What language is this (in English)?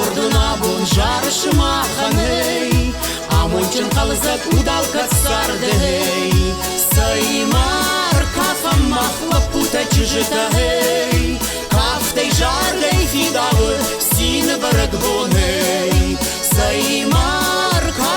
Ossetic